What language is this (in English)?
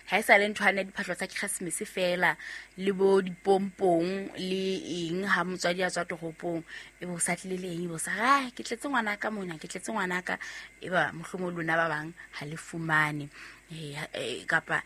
Southern Sotho